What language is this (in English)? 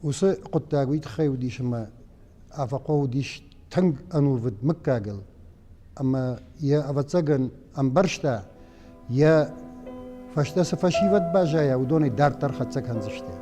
Ossetic